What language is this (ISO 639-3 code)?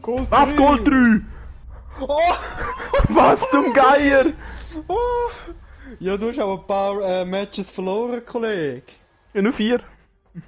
gsw